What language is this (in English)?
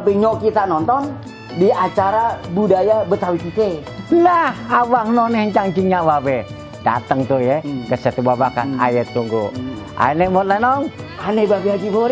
Betawi